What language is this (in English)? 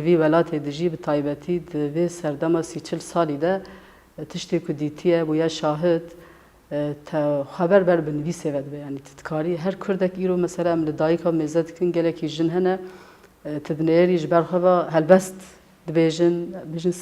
Kurdish